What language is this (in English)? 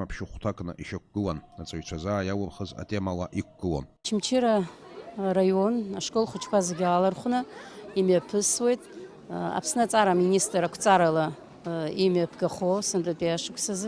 Abkhazian